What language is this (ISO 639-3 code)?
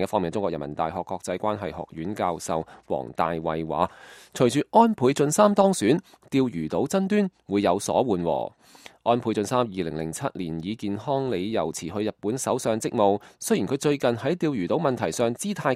yue